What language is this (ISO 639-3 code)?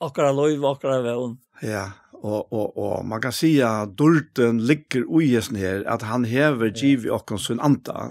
fao